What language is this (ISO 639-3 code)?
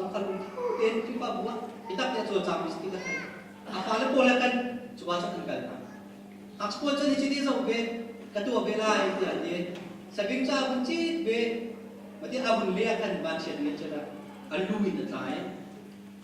cnh